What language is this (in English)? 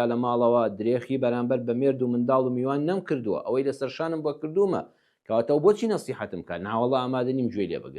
Central Kurdish